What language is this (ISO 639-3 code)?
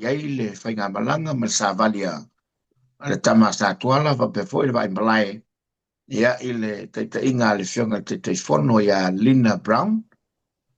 smo